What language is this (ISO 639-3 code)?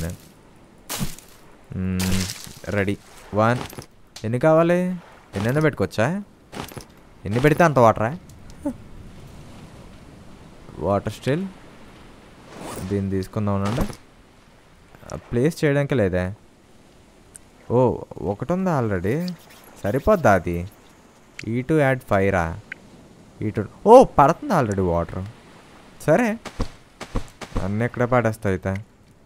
tel